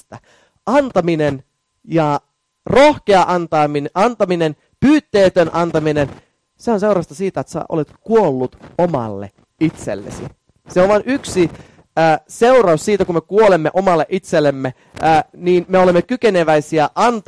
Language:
Finnish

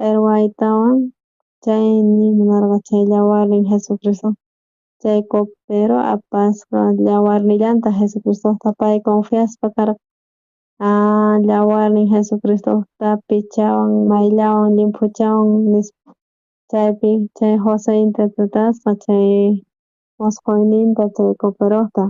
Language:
South Bolivian Quechua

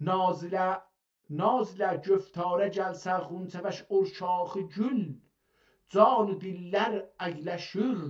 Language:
South Azerbaijani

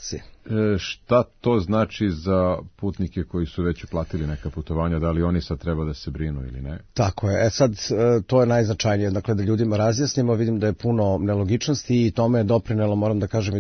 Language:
Serbian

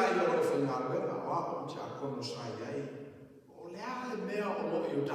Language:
Samoan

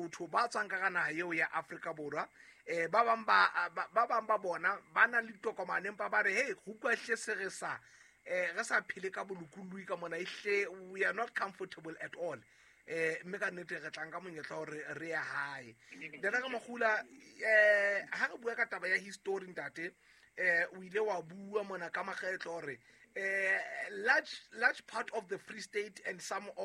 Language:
Southern Sotho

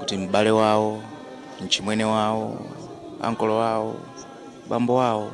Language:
Nyanja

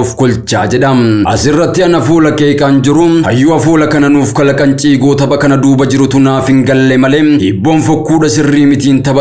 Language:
Oromo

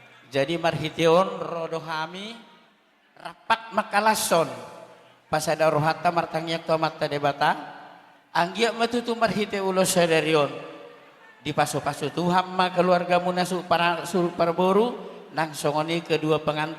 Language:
Batak Toba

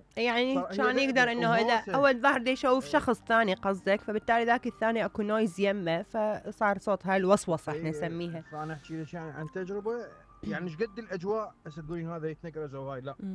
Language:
Mesopotamian Arabic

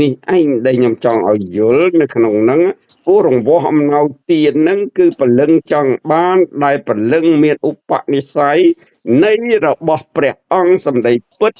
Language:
Khmer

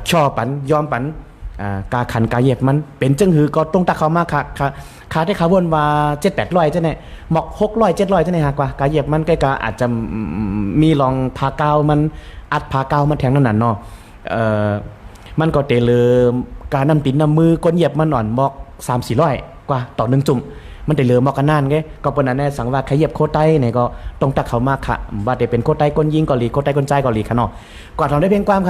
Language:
Shan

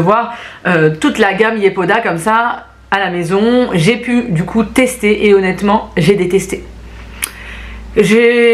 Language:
French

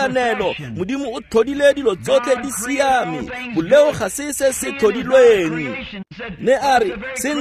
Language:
Tswana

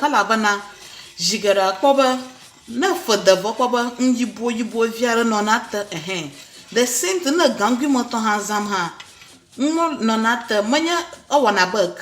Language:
Ewe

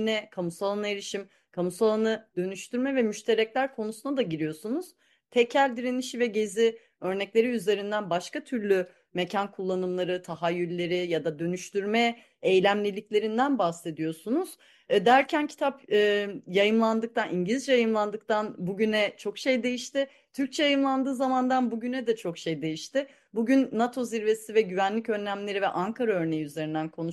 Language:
Turkish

